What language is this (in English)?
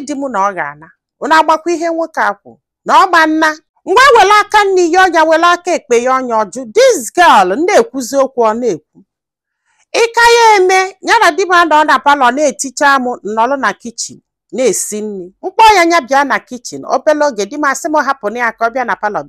Igbo